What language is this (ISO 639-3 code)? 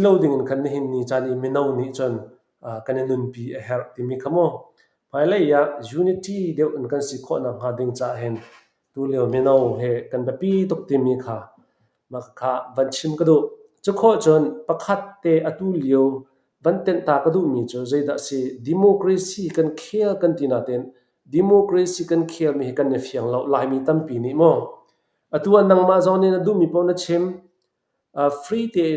cfm